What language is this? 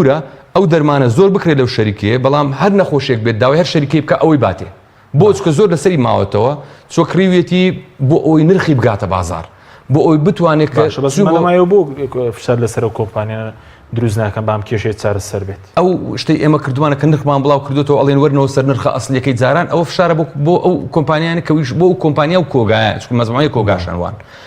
Central Kurdish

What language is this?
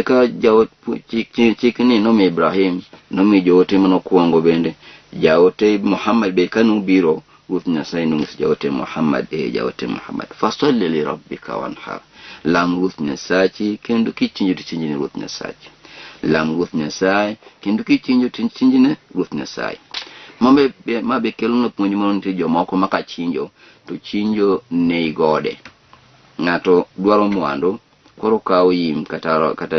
Luo (Kenya and Tanzania)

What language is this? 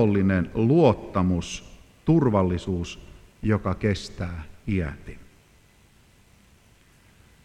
Finnish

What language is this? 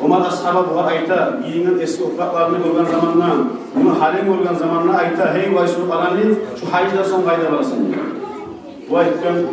Kumyk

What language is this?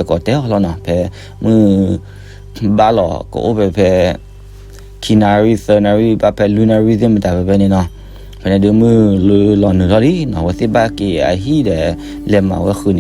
S'gaw Karen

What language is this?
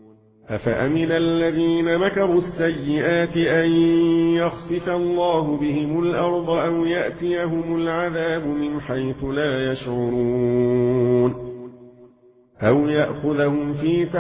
Arabic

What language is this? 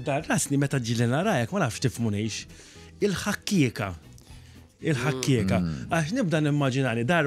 Maltese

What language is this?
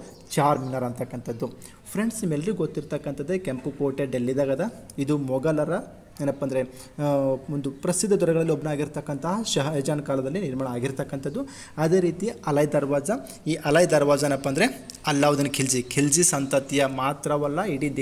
Kannada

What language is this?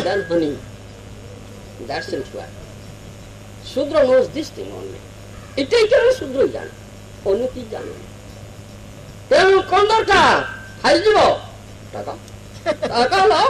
Odia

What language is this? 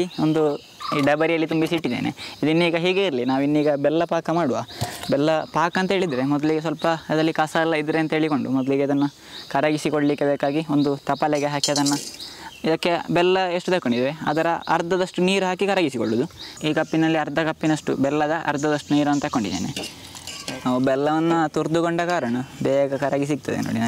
Kannada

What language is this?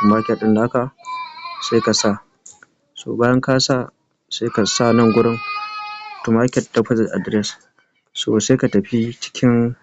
Hausa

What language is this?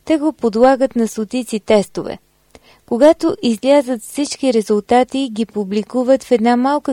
Bulgarian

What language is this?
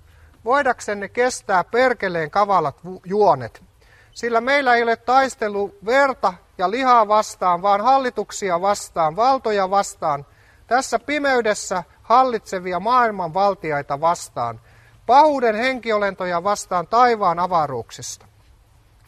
Finnish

